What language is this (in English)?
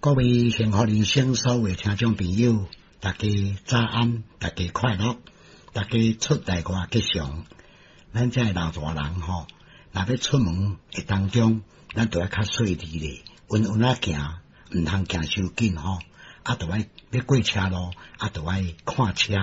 Min Nan Chinese